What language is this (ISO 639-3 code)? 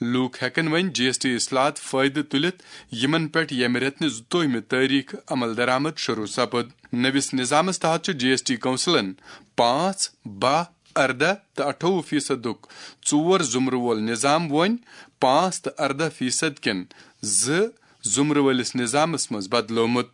kas